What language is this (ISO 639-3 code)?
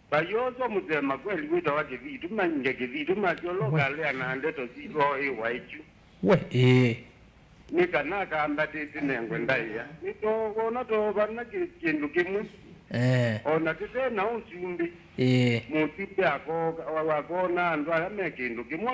kam